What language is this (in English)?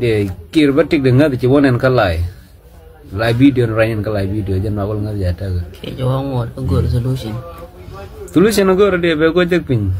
Nuer